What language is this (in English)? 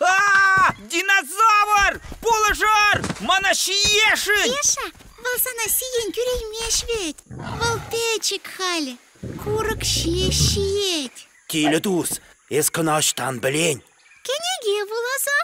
Chuvash